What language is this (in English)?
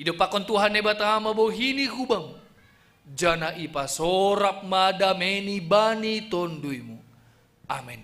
Batak Simalungun